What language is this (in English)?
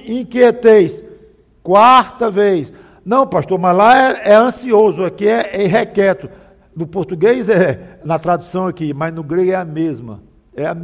Portuguese